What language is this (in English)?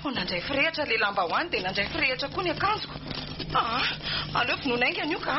Malagasy